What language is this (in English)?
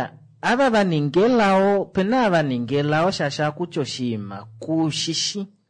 Kuanyama